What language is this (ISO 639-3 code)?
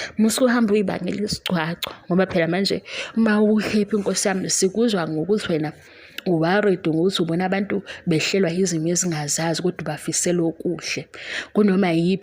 zul